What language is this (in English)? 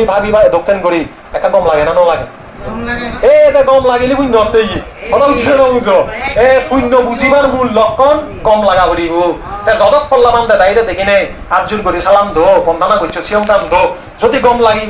Chakma